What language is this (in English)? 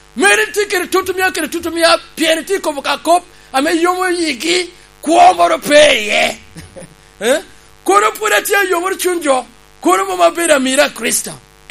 Lango (Uganda)